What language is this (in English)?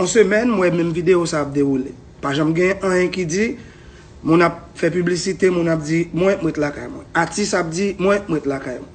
Haitian Creole